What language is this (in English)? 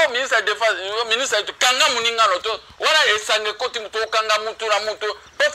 Lingala